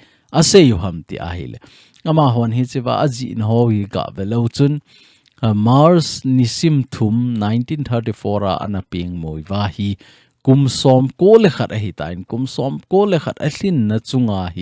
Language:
Thado Chin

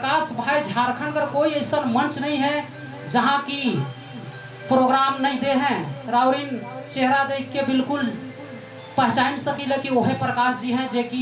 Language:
Sadri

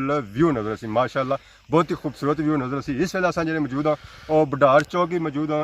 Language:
Pahari-Potwari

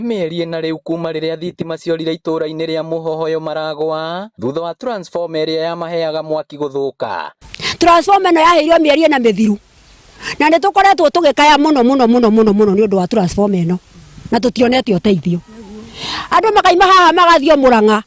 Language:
Kikuyu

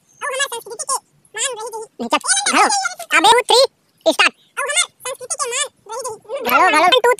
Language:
Chhattisgarhi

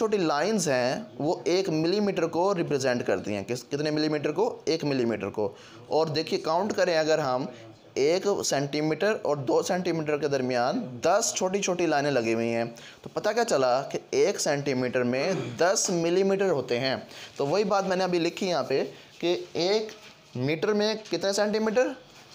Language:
Hindi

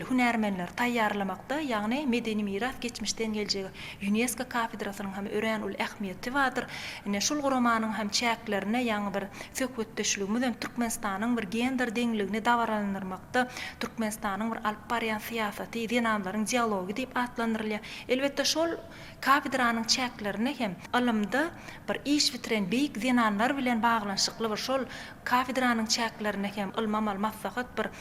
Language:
Turkmen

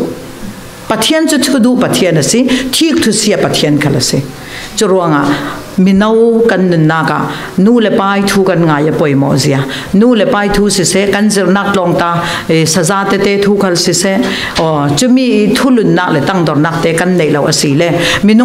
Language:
Falam Chin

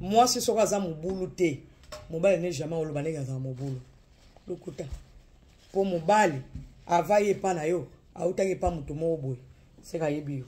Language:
Lingala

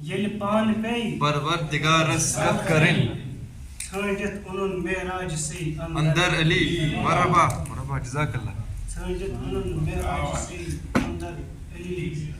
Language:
Kashmiri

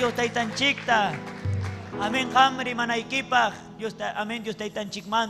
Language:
Ayacucho Quechua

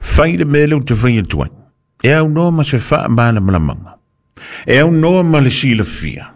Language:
Samoan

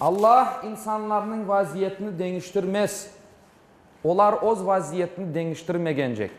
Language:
Crimean Tatar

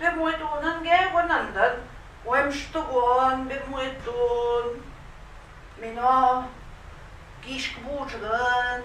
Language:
Central Ojibwa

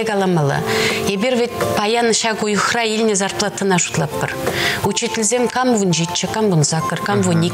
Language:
Chuvash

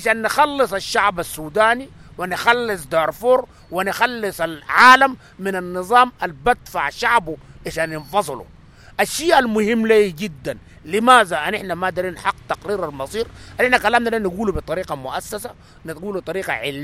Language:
Sudanese Arabic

